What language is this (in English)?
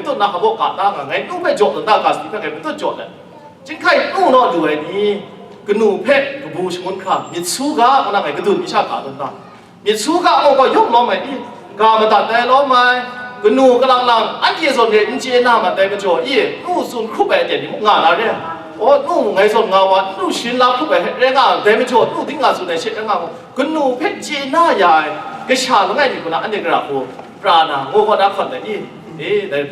Kachin